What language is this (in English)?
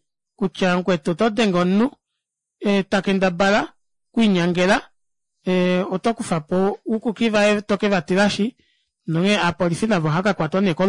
Kuanyama